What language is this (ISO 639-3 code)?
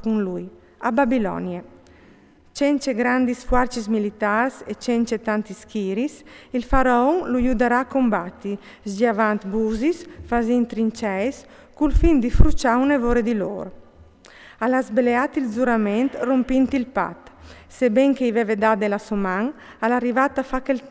fur